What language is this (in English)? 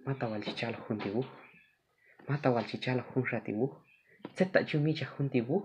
Q'anjob'al